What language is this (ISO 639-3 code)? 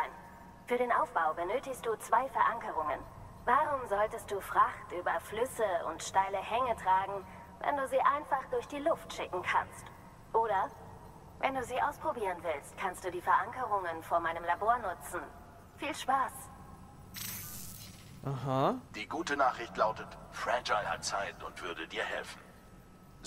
deu